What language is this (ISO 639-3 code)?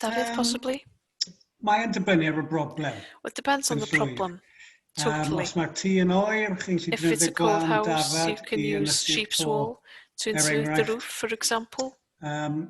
cym